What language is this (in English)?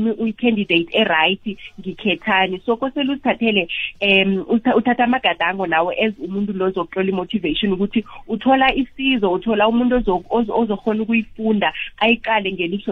South Ndebele